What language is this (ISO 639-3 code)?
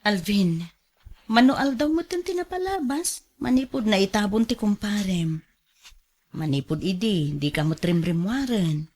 ilo